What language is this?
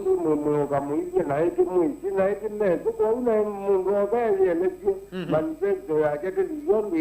Kamba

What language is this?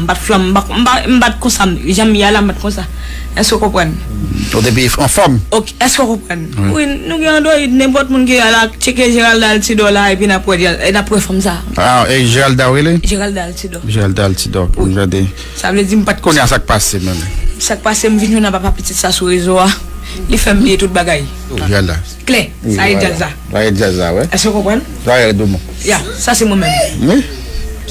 Haitian Creole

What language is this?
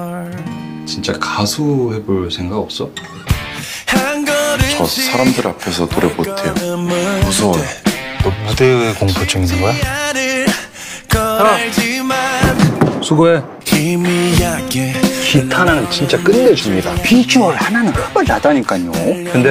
Korean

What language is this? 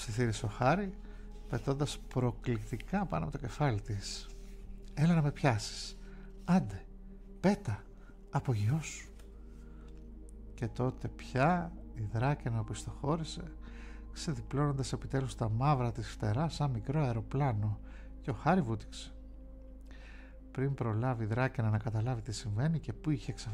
Greek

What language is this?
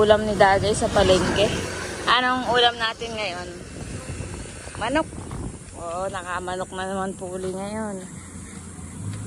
Filipino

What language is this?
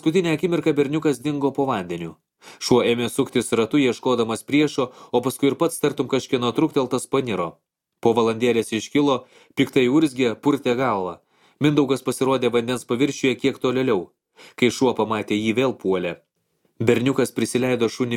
Lithuanian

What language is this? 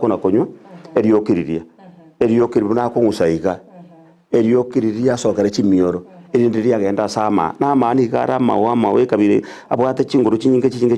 Gusii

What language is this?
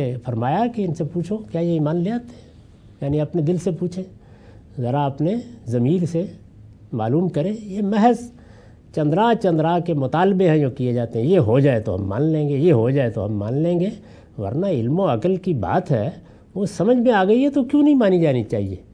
Urdu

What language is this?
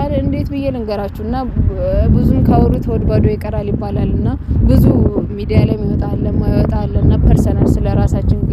Amharic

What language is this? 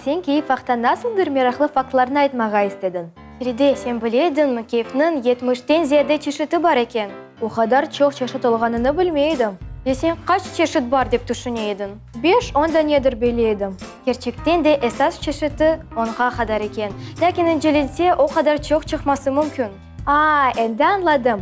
Crimean Tatar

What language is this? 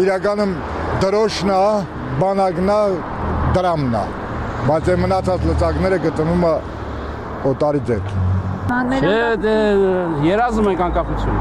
Armenian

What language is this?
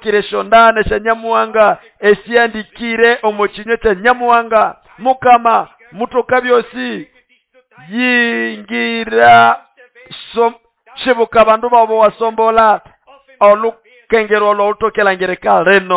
Nande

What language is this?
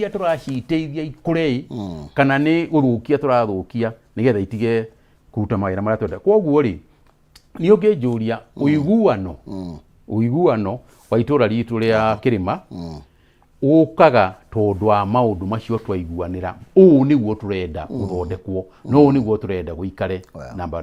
Kikuyu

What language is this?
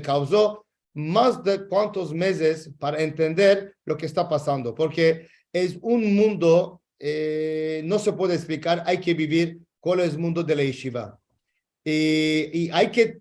Ladino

